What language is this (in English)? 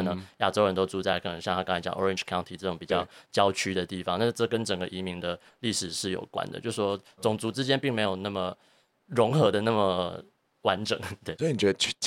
Chinese